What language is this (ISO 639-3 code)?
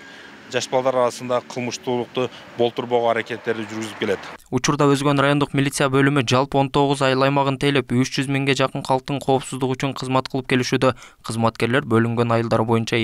kir